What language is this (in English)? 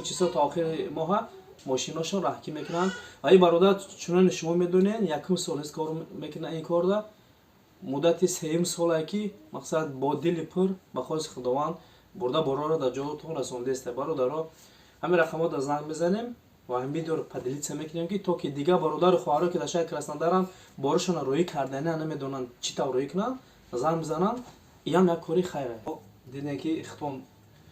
Tajik